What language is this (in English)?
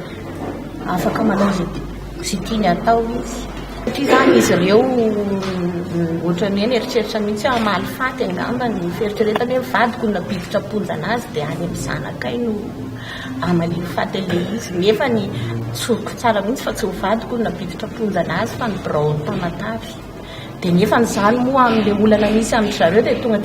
Malagasy